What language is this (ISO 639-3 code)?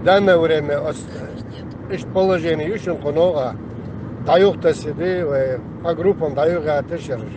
che